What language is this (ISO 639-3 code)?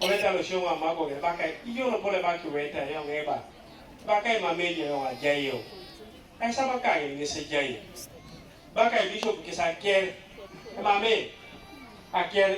teo